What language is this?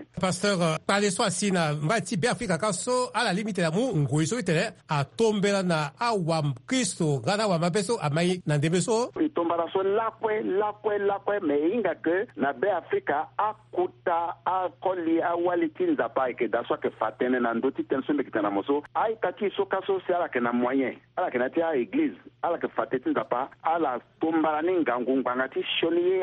Sango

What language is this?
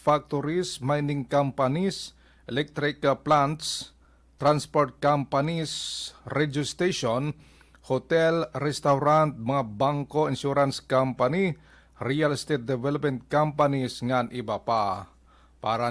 Waray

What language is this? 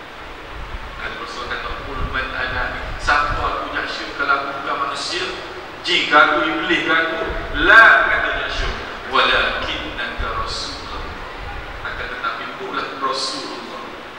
Malay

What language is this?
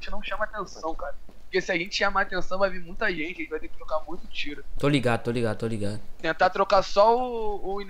Portuguese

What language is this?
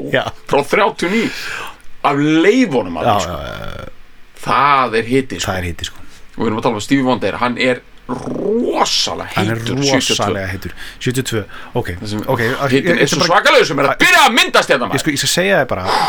Icelandic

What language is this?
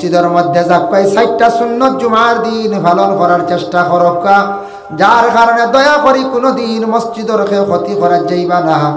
Sylheti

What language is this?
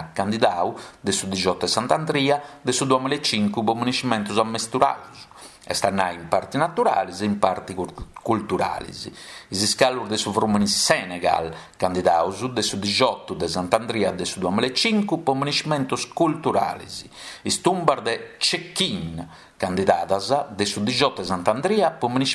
Sardinian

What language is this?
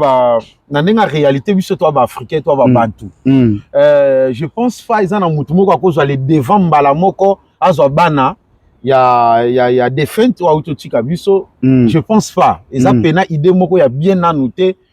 Lingala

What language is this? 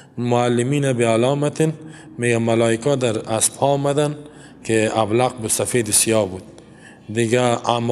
Persian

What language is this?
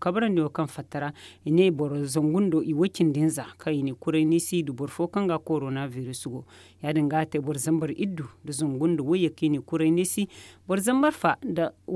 Zarma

